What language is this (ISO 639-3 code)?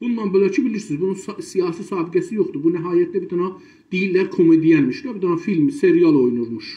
azb